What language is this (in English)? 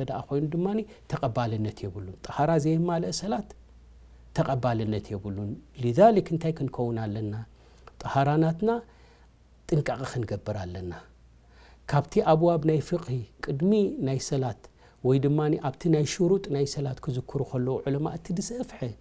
Tigrinya